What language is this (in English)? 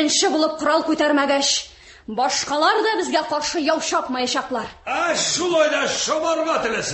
Tatar